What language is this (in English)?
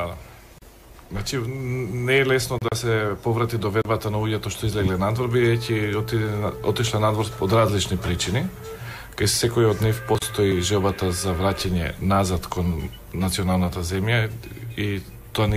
Macedonian